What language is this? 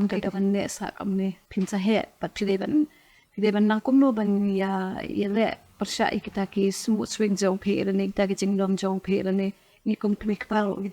Khasi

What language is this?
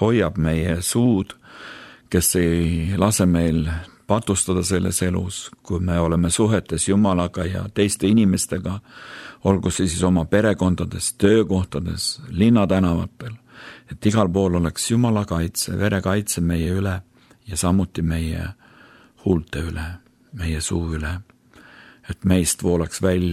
Estonian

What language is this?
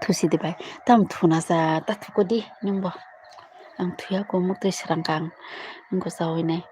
Kok Borok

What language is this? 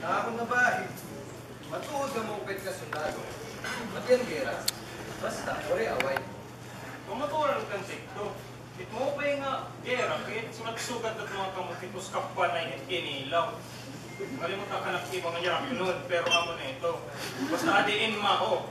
Waray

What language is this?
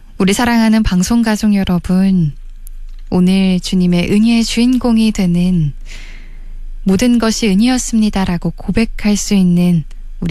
Korean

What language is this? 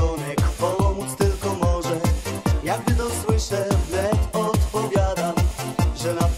Polish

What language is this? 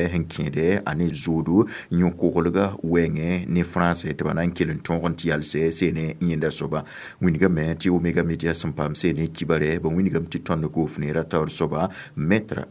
Mossi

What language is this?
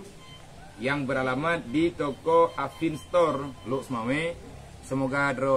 Achinese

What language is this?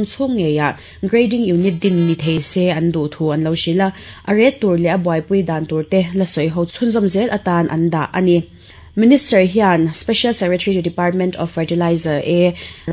Mizo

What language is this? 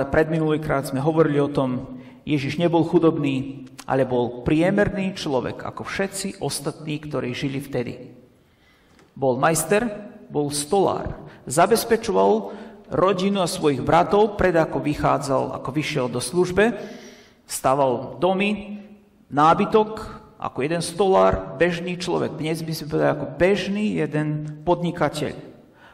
Slovak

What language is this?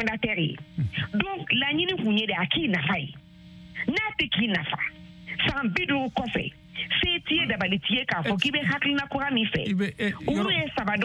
Bambara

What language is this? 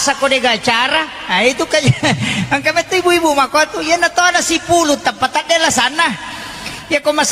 Buginese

